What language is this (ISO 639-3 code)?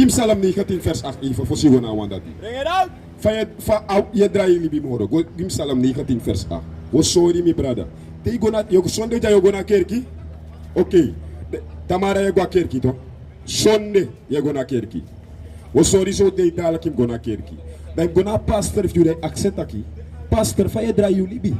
srn